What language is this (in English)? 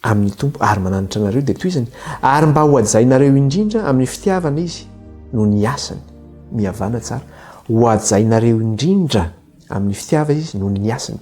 Malagasy